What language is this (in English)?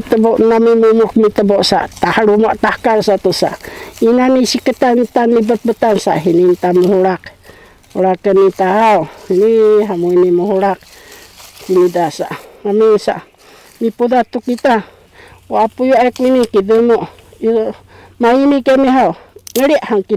Sakizaya